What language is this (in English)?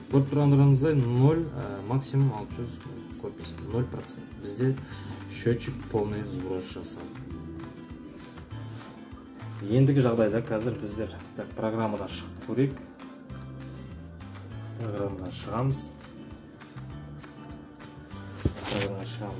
Kazakh